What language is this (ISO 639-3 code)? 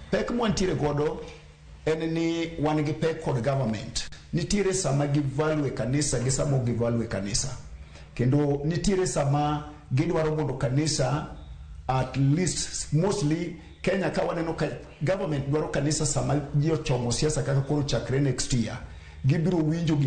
luo